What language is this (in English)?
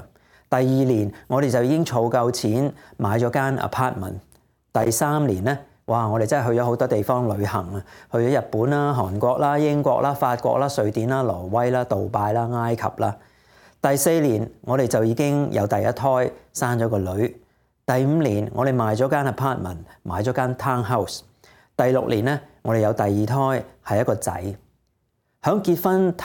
Cantonese